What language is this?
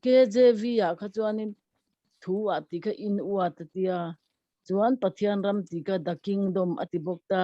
Mizo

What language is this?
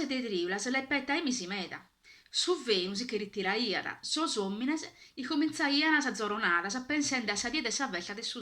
Sardinian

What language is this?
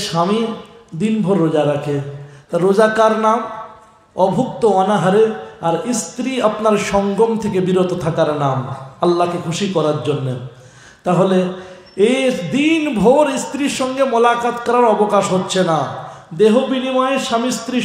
Bangla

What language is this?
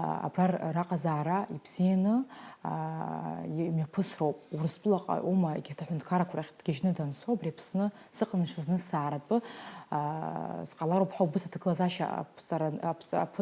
Abkhazian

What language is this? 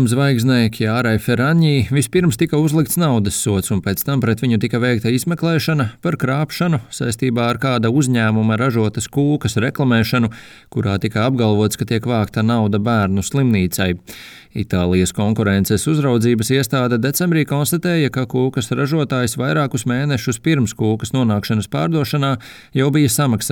Latvian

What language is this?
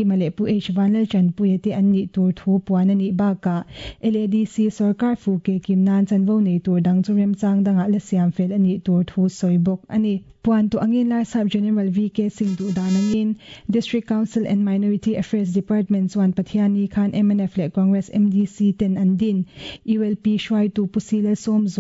Mizo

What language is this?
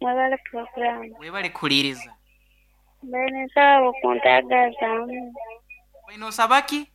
Nyoro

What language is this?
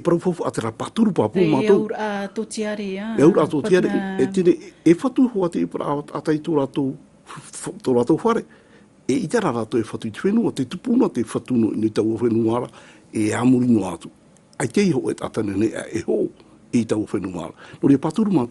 Tahitian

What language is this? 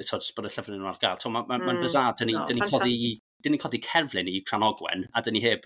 Welsh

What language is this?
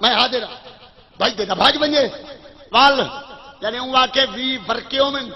Saraiki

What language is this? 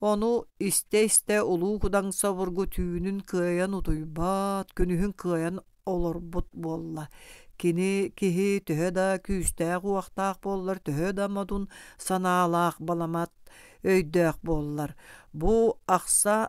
Yakut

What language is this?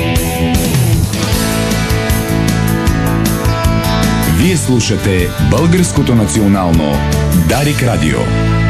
Bulgarian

